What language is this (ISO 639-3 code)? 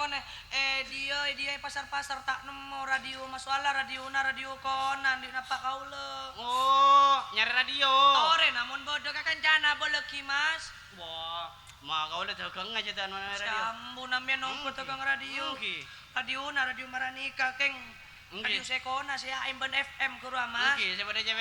mad